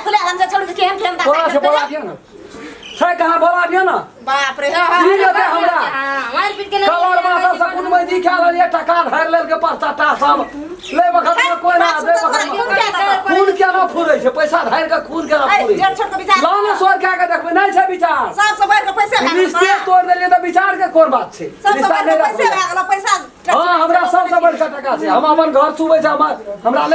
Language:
Maithili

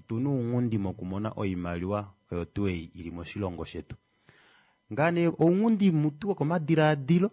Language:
Kuanyama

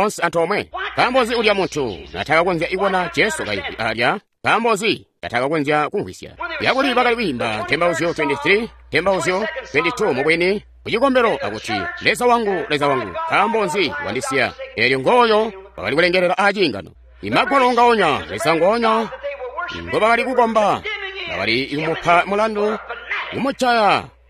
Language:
Tonga (Zambia)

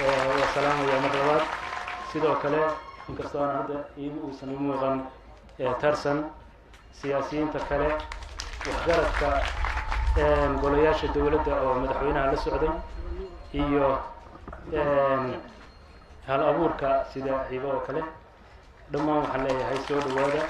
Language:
Somali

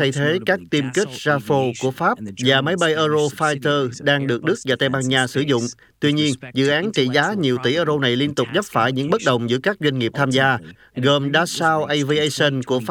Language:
Vietnamese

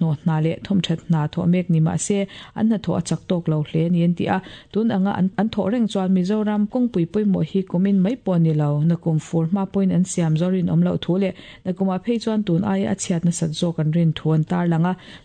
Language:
Mizo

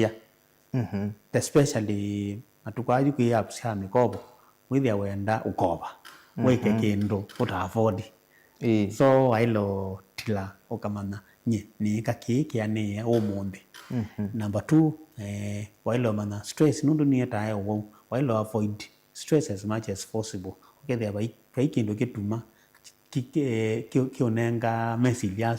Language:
Kamba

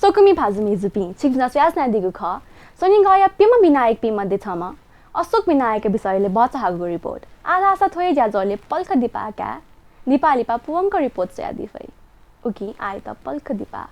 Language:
Newari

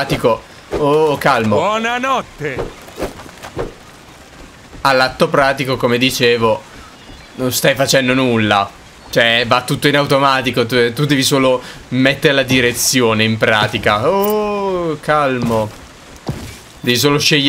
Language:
Italian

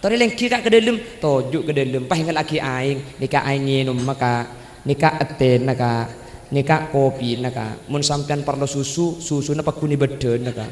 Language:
Madurese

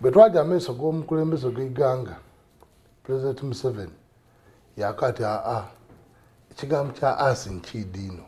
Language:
Soga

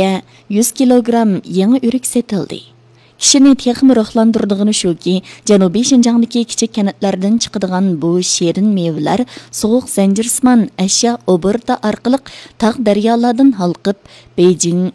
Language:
Uyghur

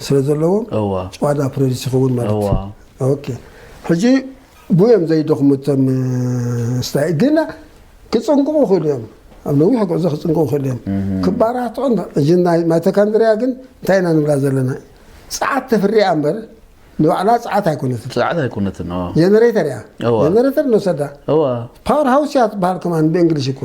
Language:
Tigrinya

